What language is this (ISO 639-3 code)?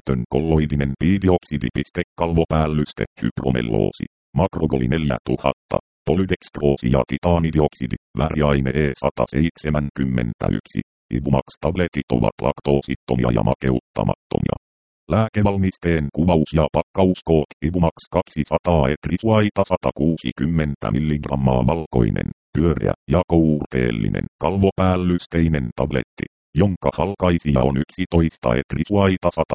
fin